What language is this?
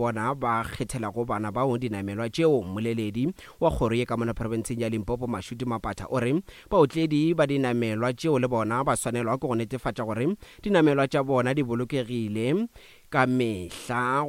Northern Sotho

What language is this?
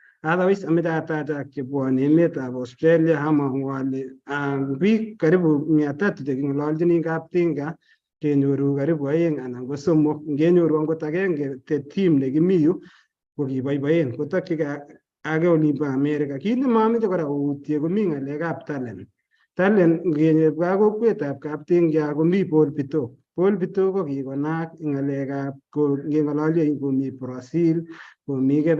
Kalenjin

